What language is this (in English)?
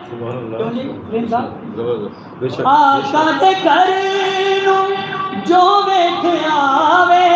Saraiki